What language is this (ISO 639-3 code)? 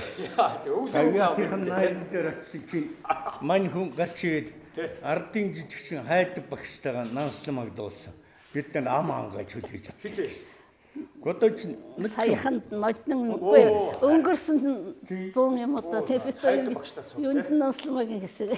mon